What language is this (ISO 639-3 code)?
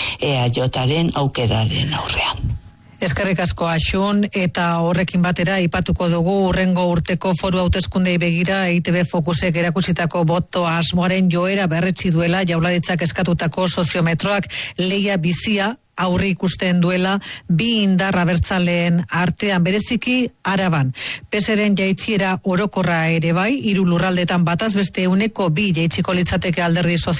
eus